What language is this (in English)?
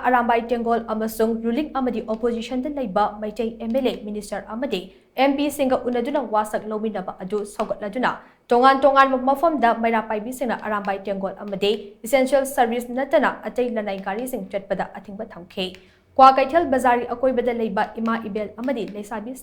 Manipuri